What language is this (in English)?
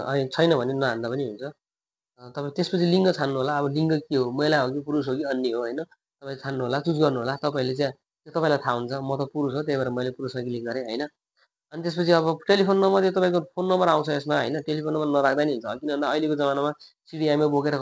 Nepali